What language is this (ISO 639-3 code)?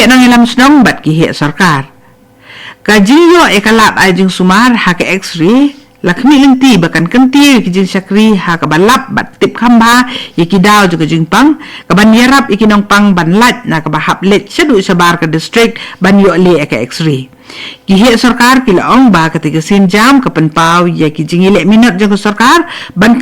kha